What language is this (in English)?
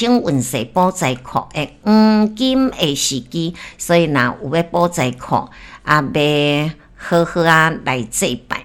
Min Nan Chinese